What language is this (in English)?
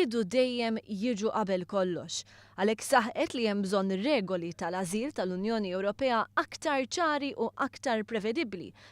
Maltese